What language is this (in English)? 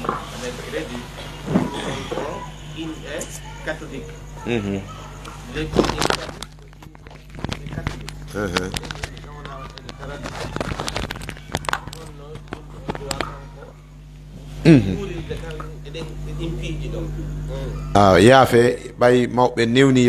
Pular